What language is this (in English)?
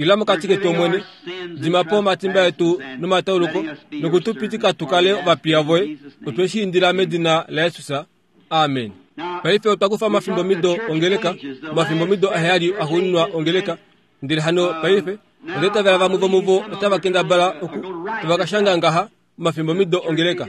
Kuanyama